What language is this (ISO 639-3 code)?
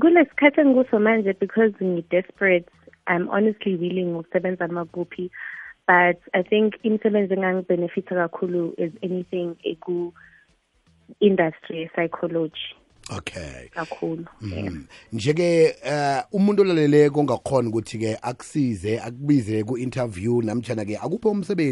nbl